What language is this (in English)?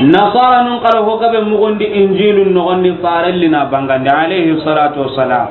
Soninke